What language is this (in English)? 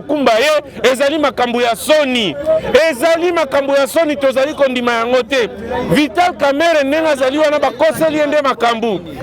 Lingala